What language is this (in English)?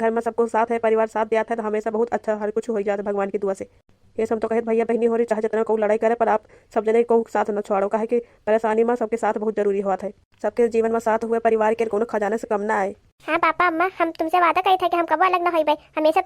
Awadhi